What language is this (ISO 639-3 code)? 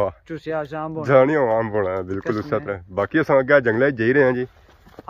phr